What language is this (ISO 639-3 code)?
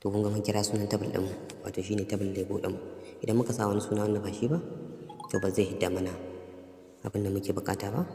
hau